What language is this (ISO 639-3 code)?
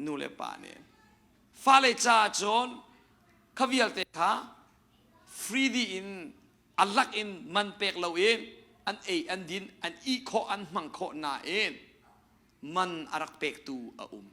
cnh